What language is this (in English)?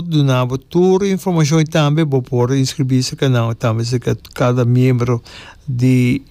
Papiamento